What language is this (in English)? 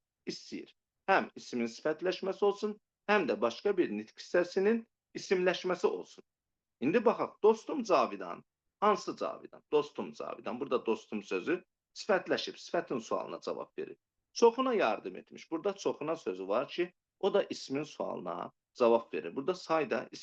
Azerbaijani